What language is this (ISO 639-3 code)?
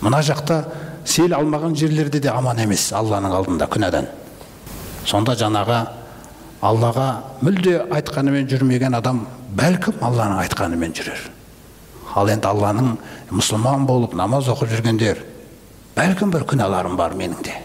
kaz